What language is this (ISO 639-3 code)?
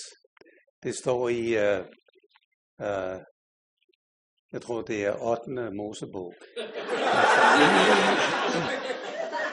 dan